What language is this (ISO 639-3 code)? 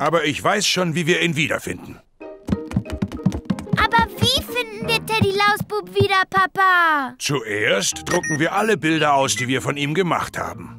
deu